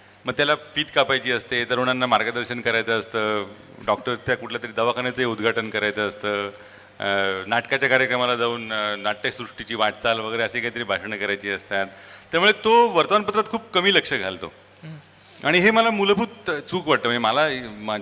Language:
Marathi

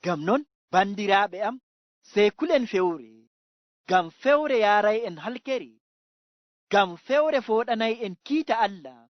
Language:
Fula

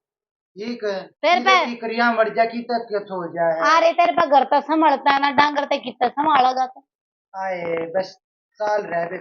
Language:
Haryanvi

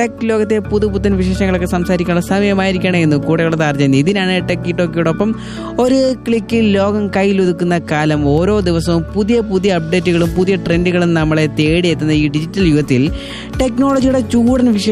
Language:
Malayalam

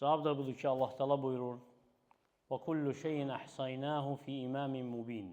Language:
Azerbaijani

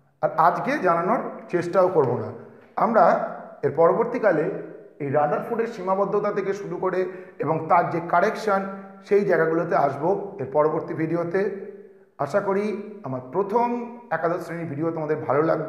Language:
Bangla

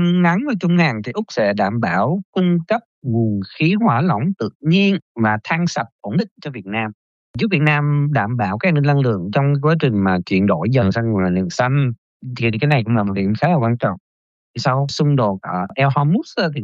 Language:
Vietnamese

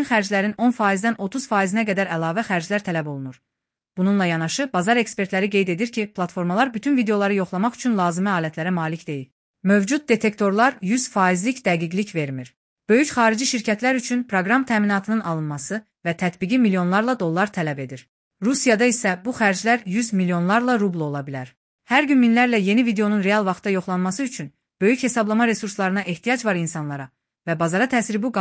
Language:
Azerbaijani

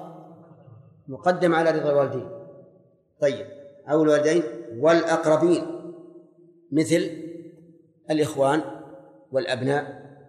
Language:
Arabic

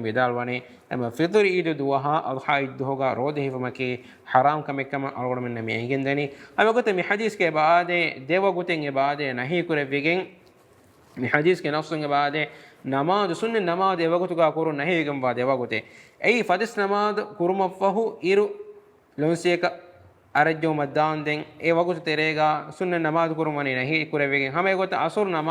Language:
Divehi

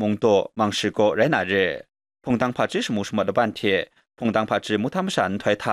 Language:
Kachin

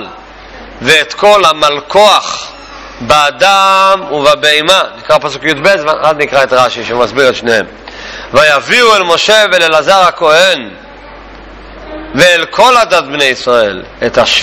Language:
Hebrew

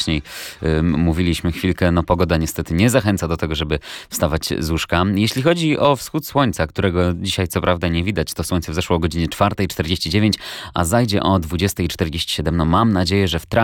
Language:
Polish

